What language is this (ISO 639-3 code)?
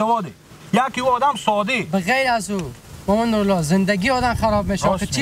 fas